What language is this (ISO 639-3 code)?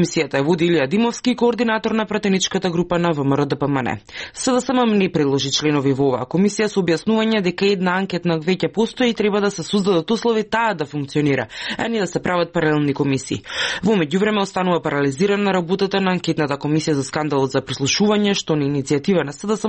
mkd